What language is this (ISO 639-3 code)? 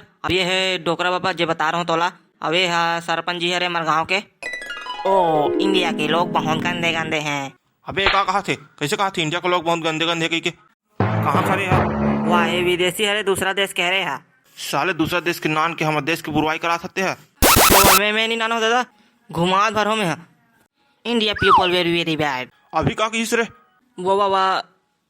hne